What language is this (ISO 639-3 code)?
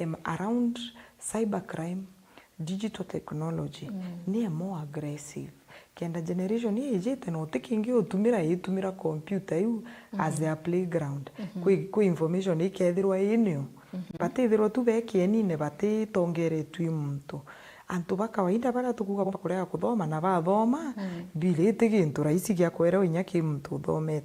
mer